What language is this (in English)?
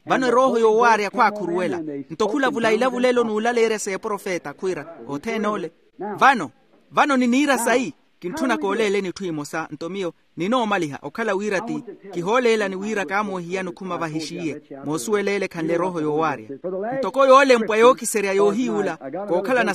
Makhuwa